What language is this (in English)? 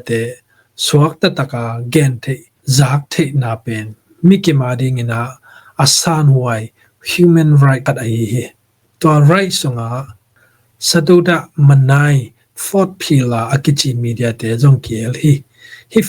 Tedim Chin